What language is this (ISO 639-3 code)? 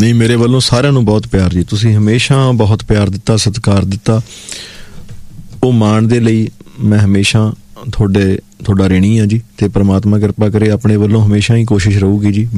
pan